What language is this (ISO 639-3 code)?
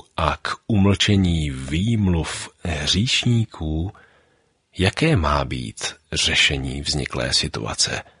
ces